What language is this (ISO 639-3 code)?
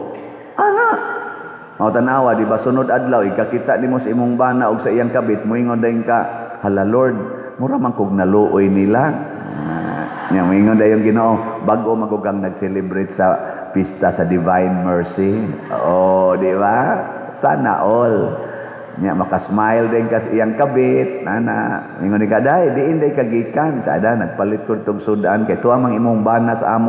ceb